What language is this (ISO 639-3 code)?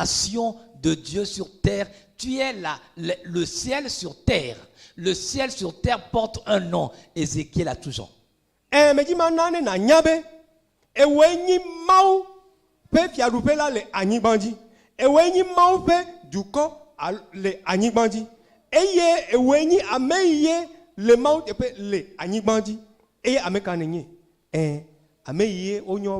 ewe